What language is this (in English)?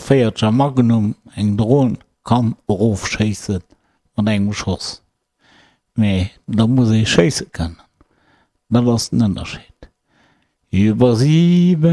Luxembourgish